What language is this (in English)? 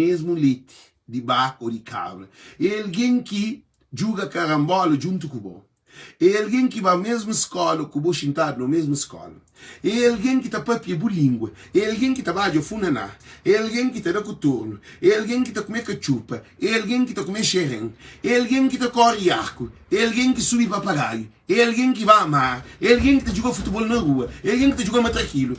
Kabuverdianu